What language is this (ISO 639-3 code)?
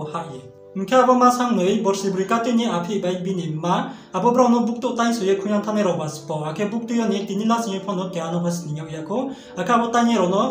ria